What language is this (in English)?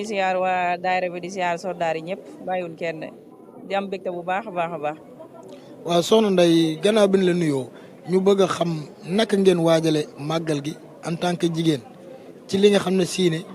Wolof